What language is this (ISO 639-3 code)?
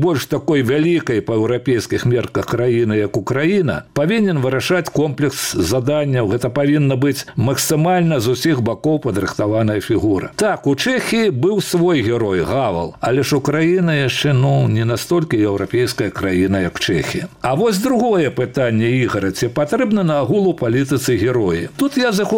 bel